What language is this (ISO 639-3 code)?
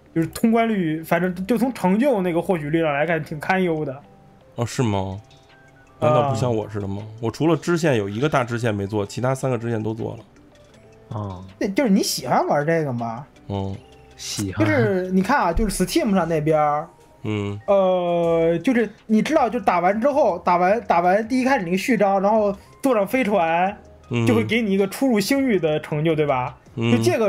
zho